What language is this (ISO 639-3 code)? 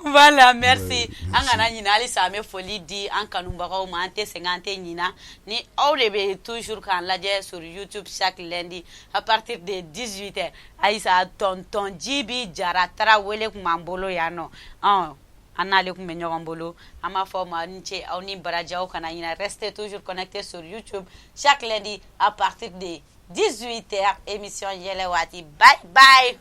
bam